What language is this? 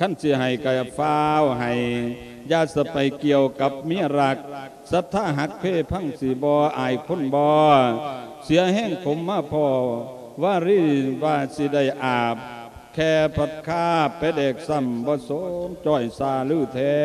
Lao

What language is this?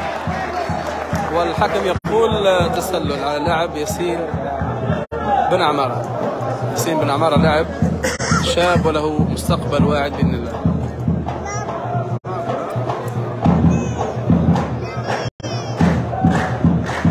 Algerian Arabic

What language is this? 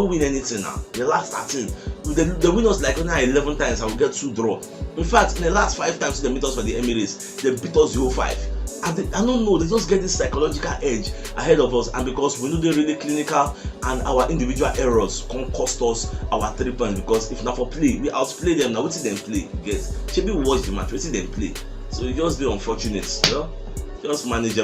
Nigerian Pidgin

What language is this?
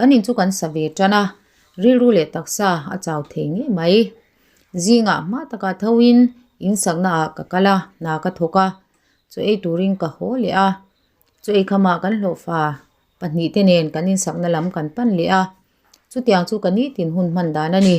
Mizo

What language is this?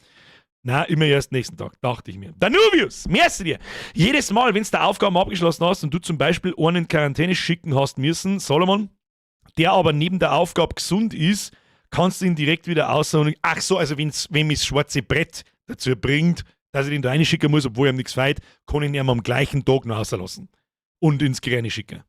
Bavarian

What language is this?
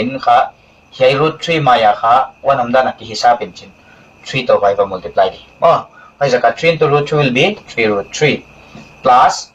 Paite Chin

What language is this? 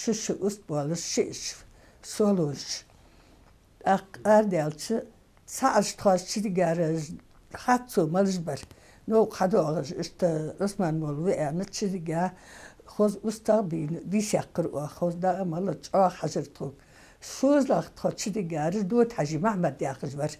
Ingush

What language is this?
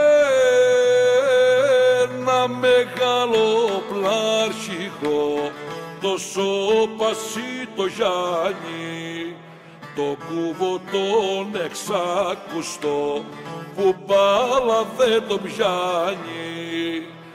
Greek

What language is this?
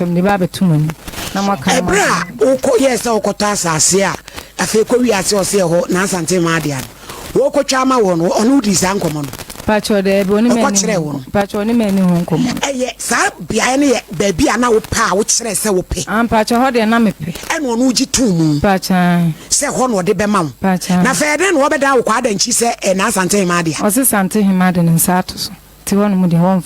Akan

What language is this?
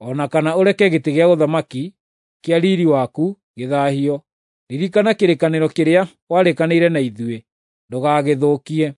Kikuyu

